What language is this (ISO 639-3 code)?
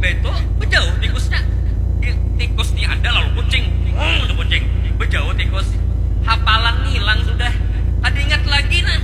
bjn